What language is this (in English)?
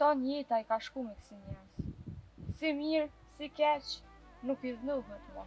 Albanian